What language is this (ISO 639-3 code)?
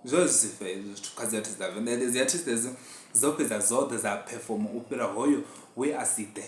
ven